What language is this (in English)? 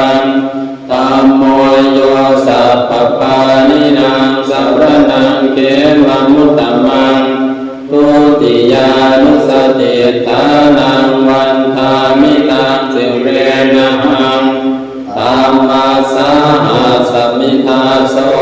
Pali